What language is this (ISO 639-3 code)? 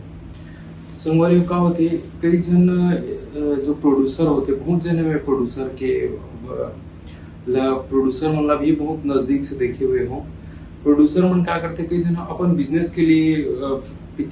hne